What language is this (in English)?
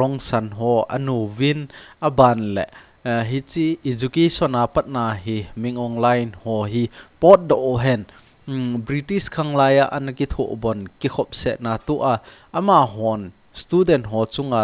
Thado Chin